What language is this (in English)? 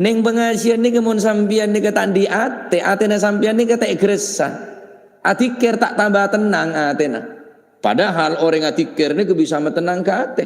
Madurese